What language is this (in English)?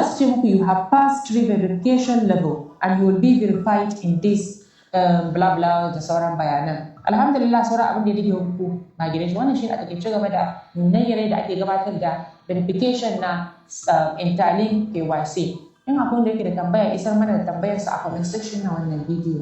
Hausa